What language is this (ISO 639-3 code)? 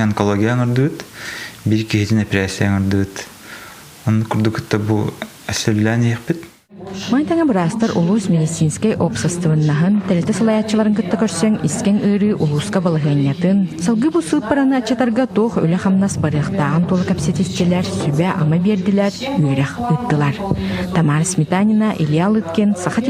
sah